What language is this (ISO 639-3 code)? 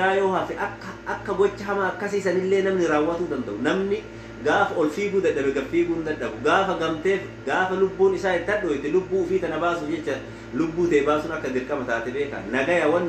orm